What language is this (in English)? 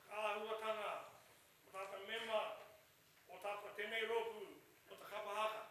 Māori